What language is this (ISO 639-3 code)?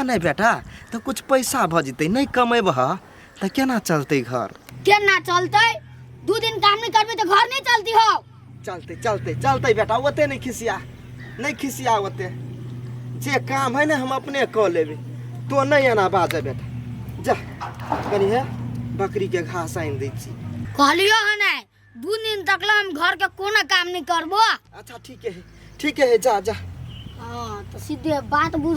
mai